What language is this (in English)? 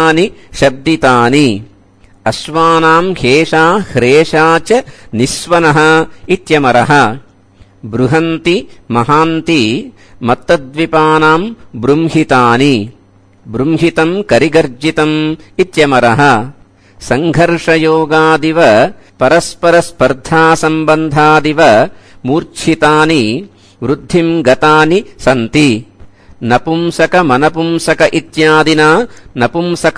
Sanskrit